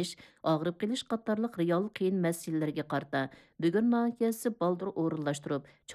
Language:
Uyghur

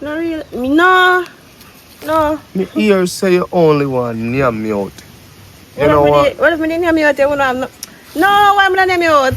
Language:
Jamaican Creole English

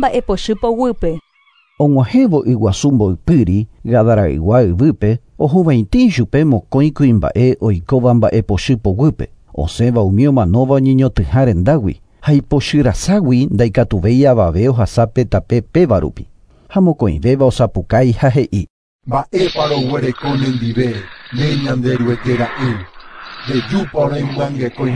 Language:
Guarani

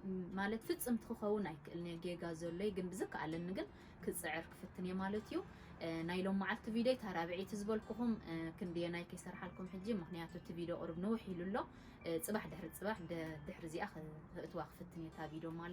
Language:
Tigrinya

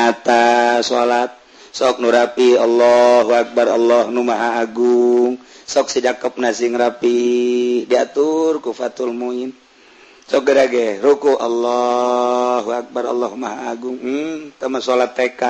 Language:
Sundanese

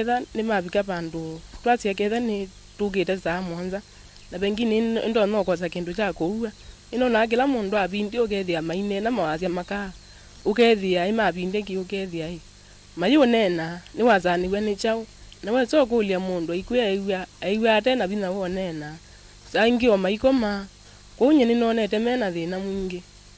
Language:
Kamba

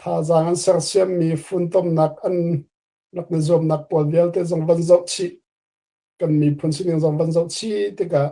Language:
Hakha Chin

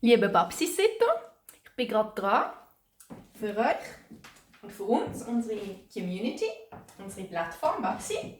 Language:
Swiss German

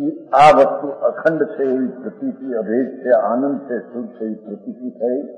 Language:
Gujarati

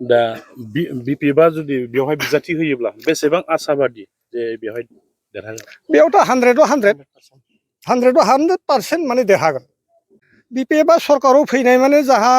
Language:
Bodo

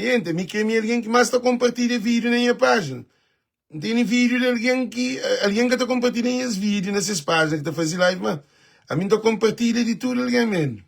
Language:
Kabuverdianu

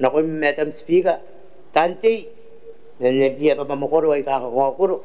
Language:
Gilbertese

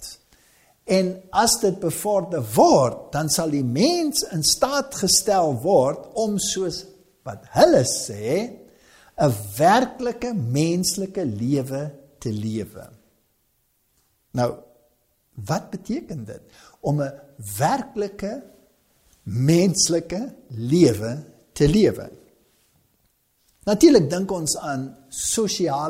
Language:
Afrikaans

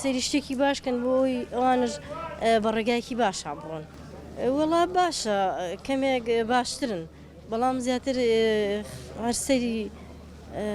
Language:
Central Kurdish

